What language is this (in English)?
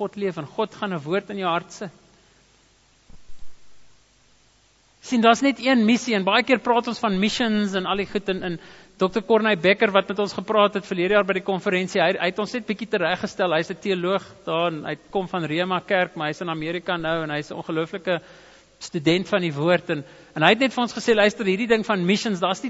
Afrikaans